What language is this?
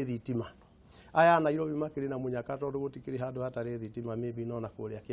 Kikuyu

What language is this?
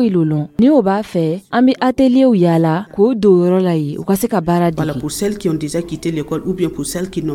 Dyula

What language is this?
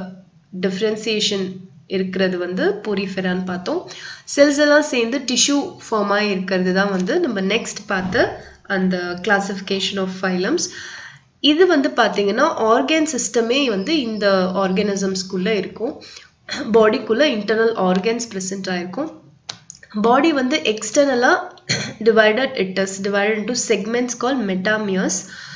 Tamil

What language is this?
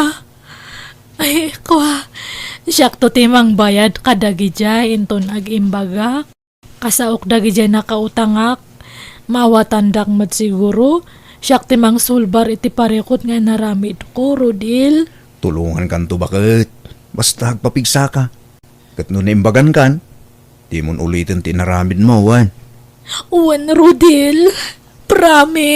Iloko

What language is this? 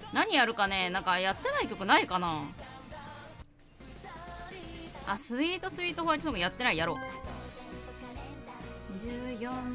Japanese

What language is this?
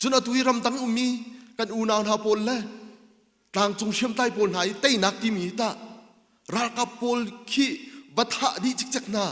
Hakha Chin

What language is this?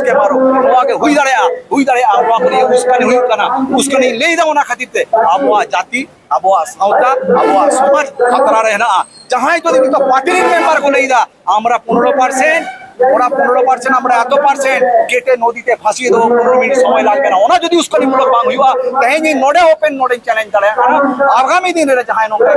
Santali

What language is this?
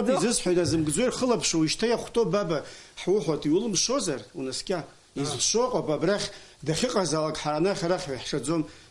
Abkhazian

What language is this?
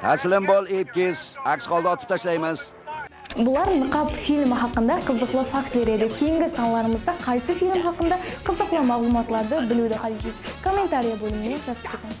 Kara-Kalpak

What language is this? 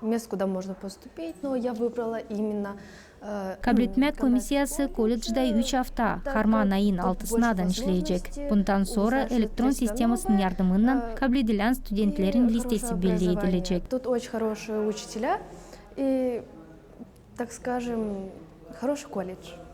Gagauz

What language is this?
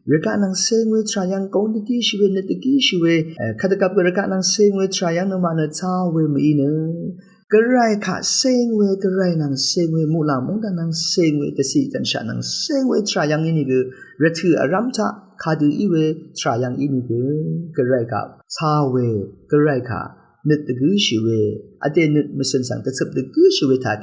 Rawang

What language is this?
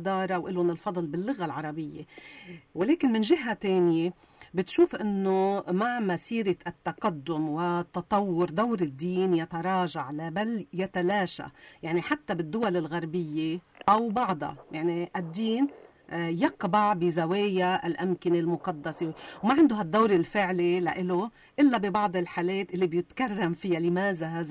North Levantine Arabic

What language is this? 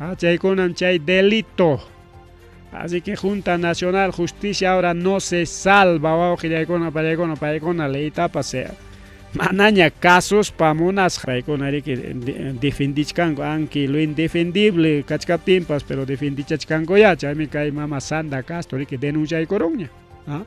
Ayacucho Quechua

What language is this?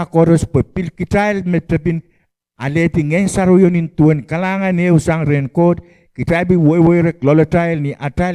Pohnpeian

